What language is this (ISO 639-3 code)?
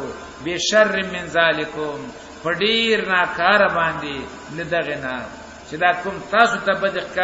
pus